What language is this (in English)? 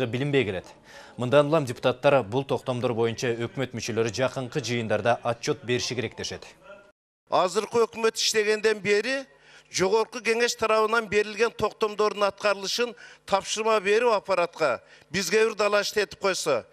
Kyrgyz